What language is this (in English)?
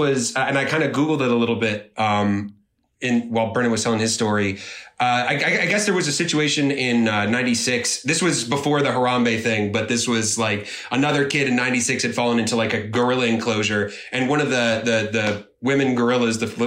English